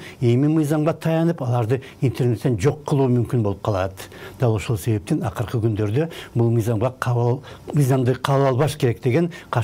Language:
Kyrgyz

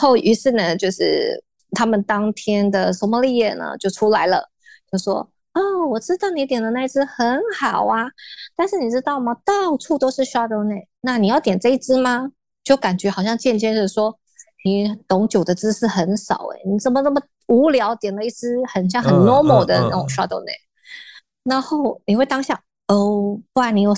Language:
Chinese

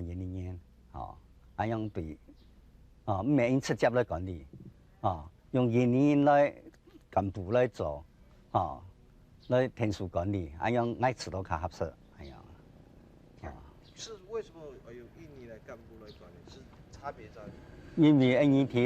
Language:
Hakka Chinese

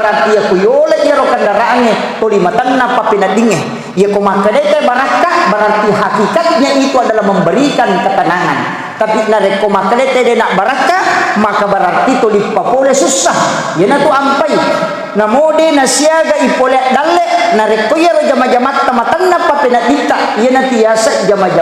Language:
Buginese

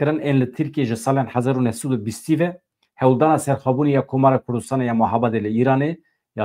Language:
Kurdish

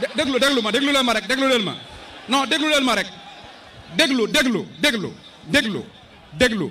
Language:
Wolof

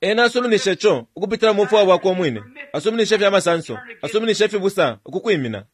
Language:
Bemba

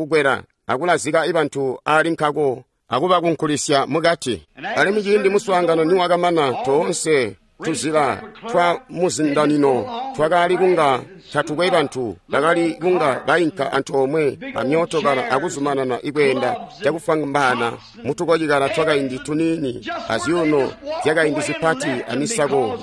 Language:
Tonga (Zambia)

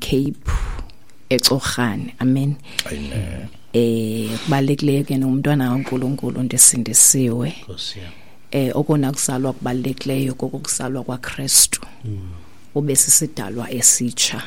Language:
Xhosa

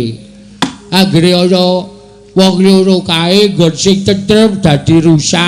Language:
Javanese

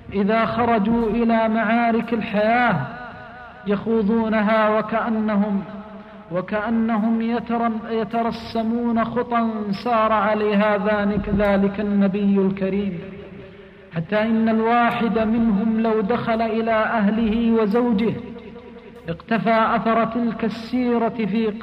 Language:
Arabic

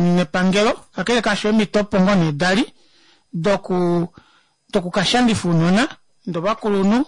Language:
Kuanyama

